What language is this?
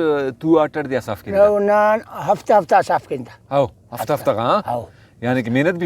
Brahui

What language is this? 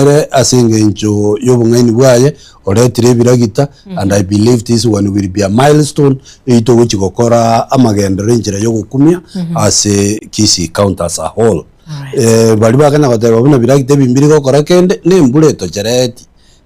Gusii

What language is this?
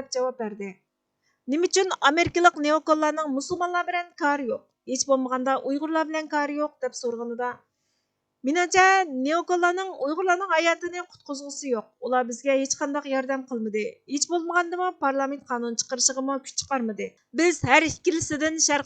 Uyghur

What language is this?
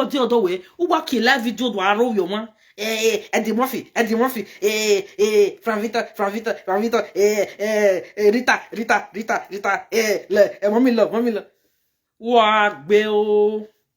Nigerian Pidgin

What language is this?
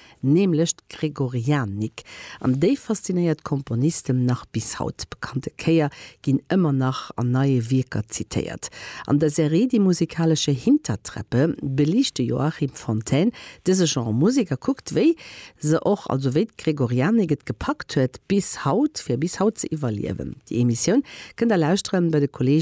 Luxembourgish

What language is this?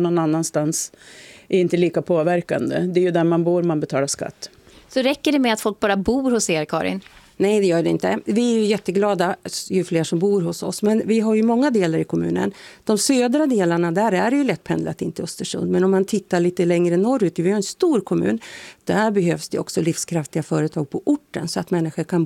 Swedish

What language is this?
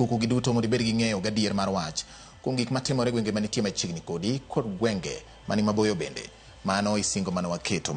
Luo (Kenya and Tanzania)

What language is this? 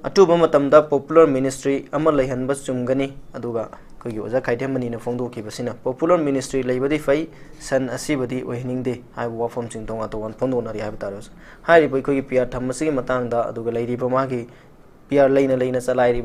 Manipuri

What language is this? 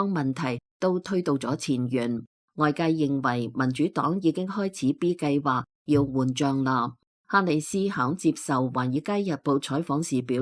Cantonese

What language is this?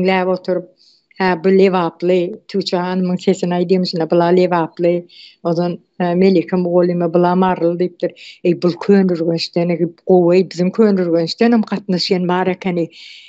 Turkmen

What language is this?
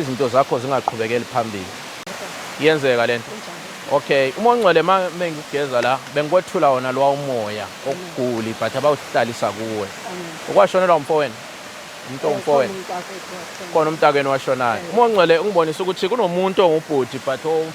Zulu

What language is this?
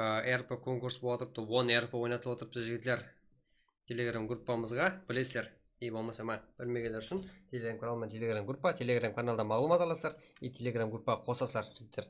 Kara-Kalpak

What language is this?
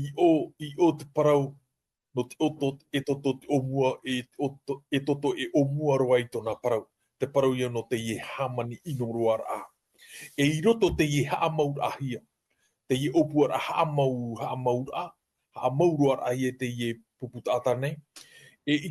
Tahitian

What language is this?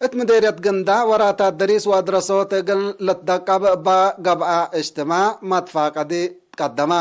Tigre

